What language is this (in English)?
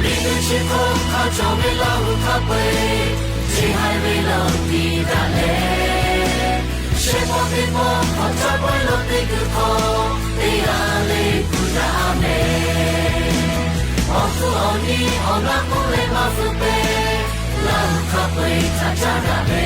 Lahu